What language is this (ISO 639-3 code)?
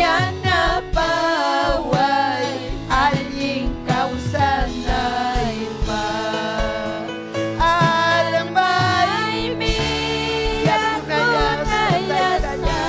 quy